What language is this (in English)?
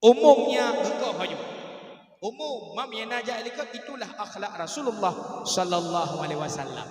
Achinese